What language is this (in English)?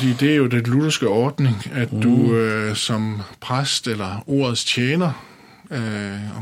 Danish